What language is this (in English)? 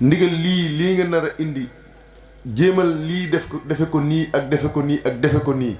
Wolof